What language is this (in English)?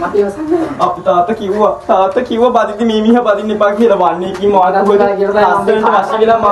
Sinhala